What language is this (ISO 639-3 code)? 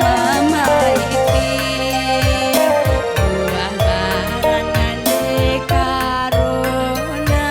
btx